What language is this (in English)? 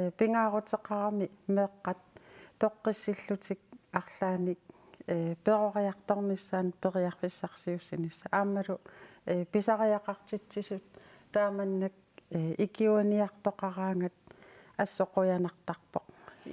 Kalaallisut